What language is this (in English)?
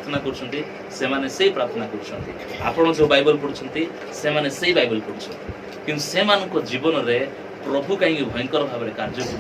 Odia